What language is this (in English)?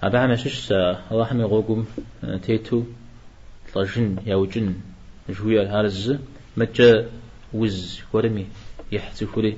Kabardian